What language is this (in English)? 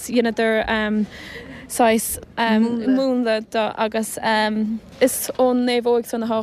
Irish